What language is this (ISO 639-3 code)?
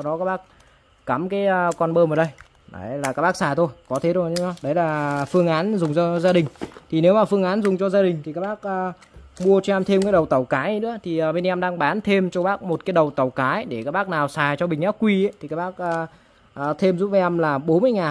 vie